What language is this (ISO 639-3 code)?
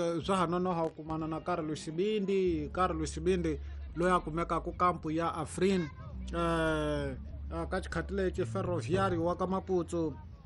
tso